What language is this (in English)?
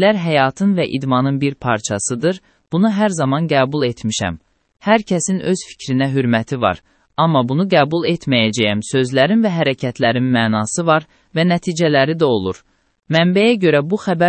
Azerbaijani